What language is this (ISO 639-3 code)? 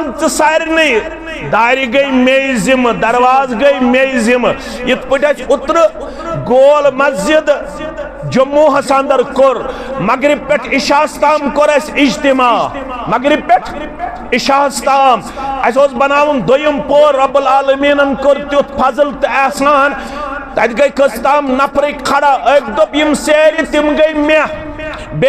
kas